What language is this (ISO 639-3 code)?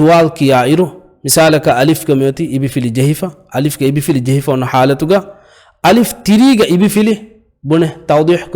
div